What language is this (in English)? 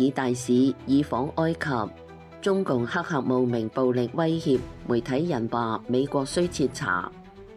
Cantonese